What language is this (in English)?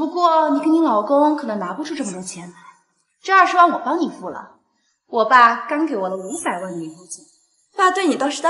Chinese